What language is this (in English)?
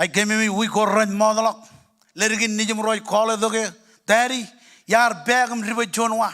Marshallese